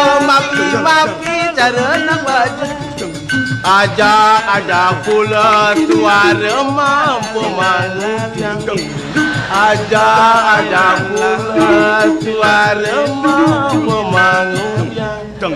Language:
Balinese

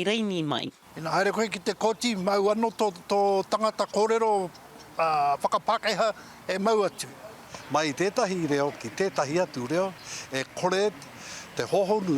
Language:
Māori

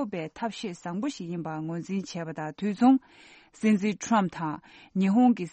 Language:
Tibetan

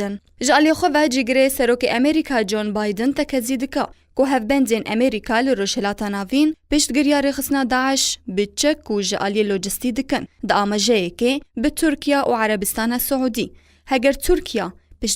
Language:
Kurdish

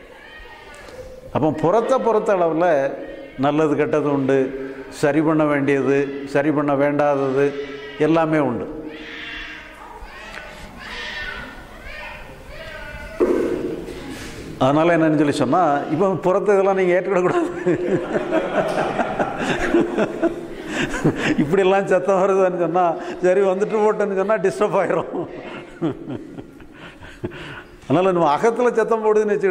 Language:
Tamil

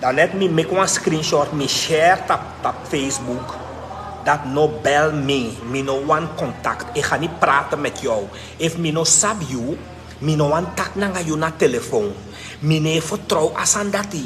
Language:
Sranan Tongo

